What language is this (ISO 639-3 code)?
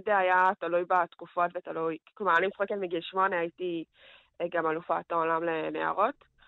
heb